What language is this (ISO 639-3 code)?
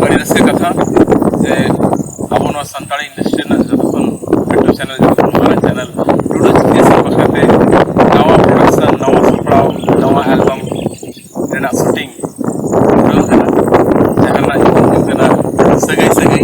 sat